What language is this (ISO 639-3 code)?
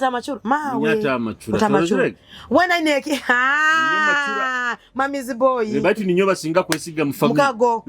nyo